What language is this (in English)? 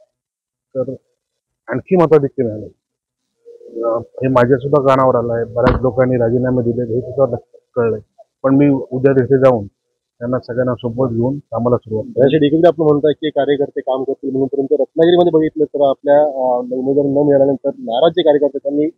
Marathi